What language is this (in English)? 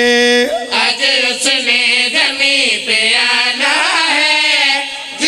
Pahari-Potwari